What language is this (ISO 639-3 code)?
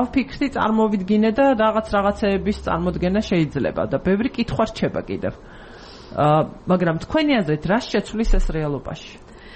kat